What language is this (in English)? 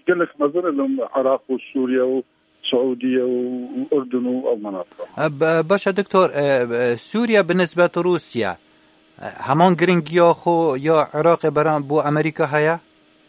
Kurdish